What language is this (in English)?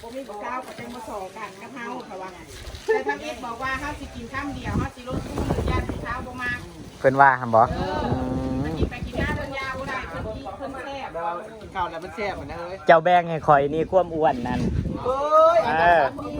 Northeastern Thai